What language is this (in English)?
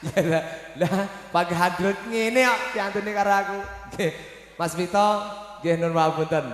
Javanese